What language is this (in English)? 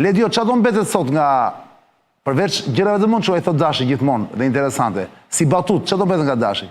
Albanian